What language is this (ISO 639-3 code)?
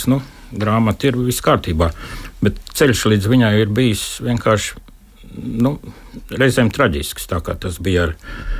lav